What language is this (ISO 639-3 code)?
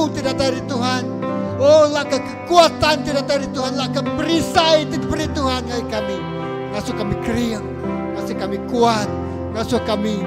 iba